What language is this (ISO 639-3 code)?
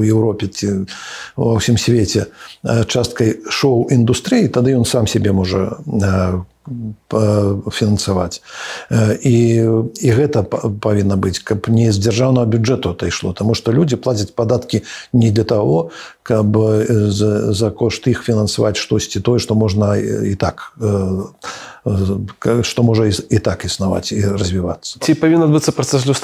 bel